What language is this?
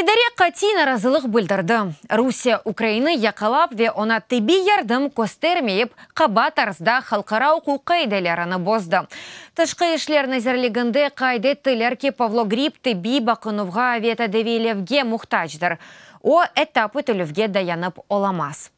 Crimean Tatar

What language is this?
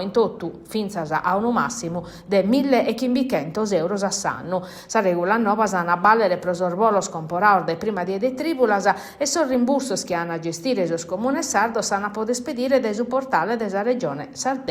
Sardinian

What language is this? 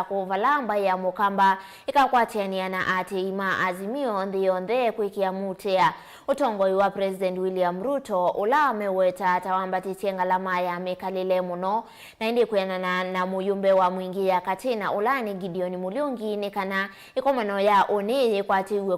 Kamba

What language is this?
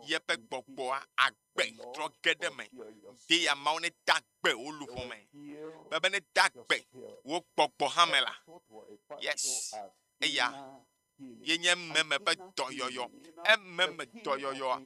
Ewe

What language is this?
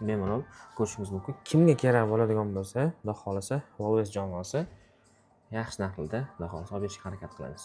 Uzbek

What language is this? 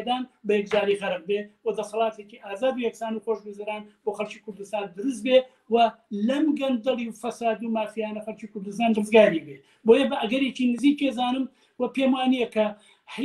Central Kurdish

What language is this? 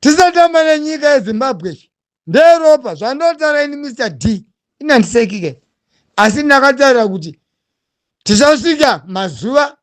Shona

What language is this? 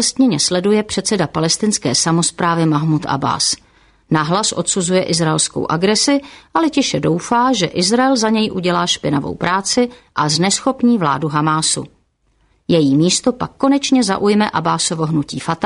Czech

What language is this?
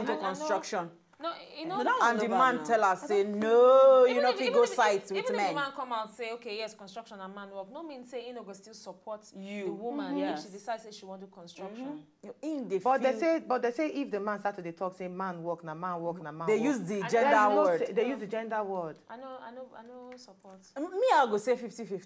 Nigerian Pidgin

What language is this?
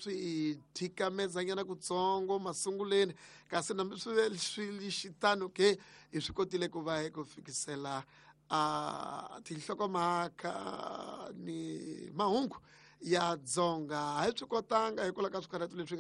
Tsonga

